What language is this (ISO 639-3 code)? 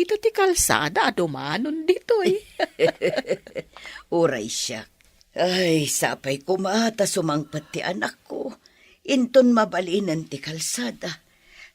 ilo